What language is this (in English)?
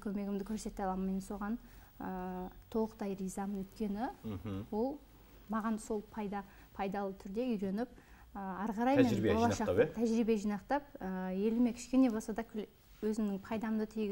Kazakh